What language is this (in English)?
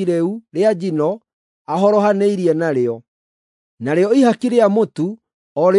Kikuyu